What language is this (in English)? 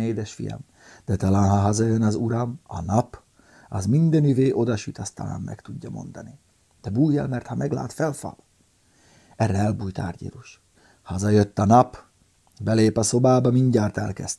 Hungarian